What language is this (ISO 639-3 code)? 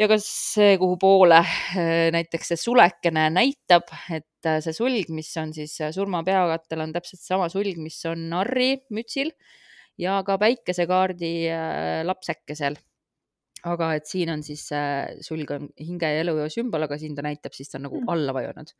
est